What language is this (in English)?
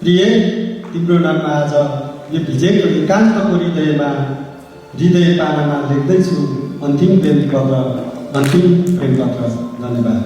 Nepali